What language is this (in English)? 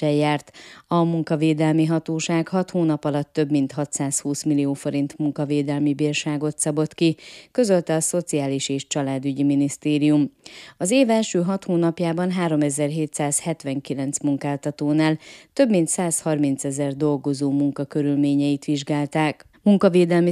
Hungarian